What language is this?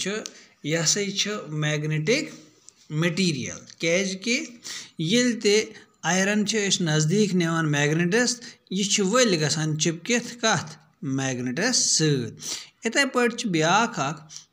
Kashmiri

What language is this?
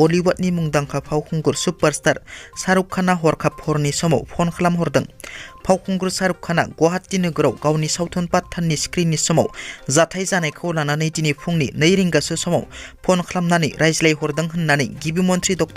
Bodo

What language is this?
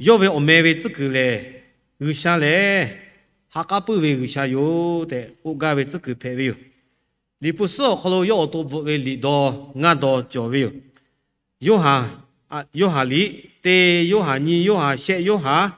Lahu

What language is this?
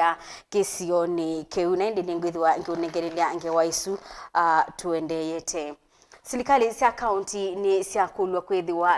Kamba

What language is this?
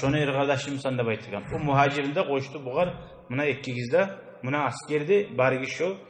Kumyk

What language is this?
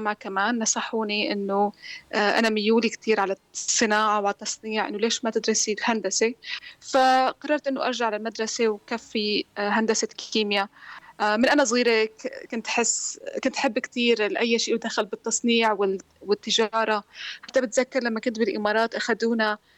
North Levantine Arabic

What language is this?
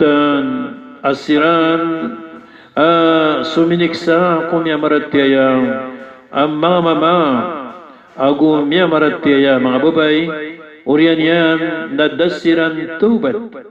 Maranao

